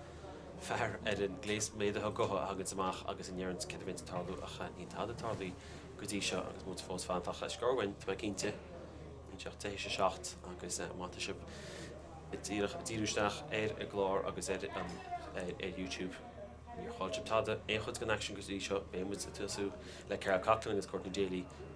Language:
Irish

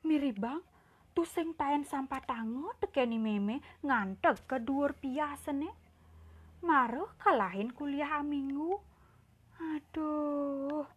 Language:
Balinese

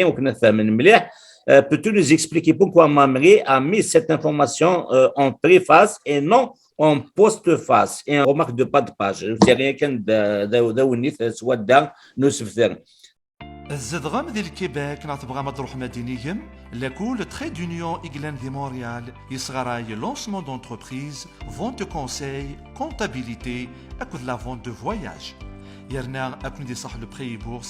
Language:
Kabyle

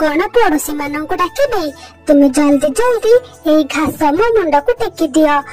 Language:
Odia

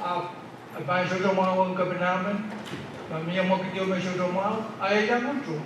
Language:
Pohnpeian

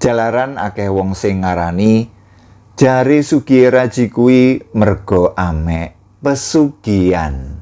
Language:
Javanese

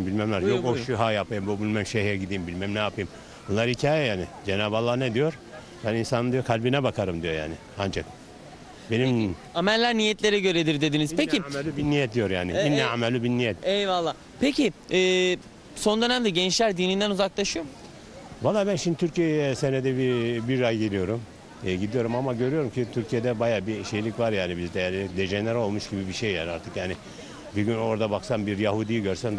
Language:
Turkish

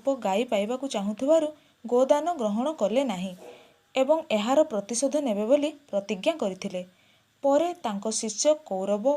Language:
Odia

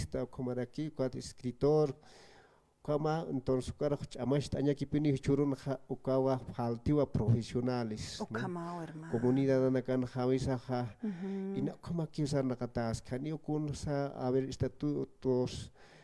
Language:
Aymara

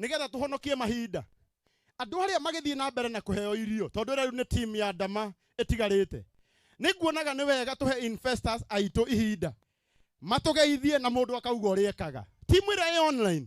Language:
Kikuyu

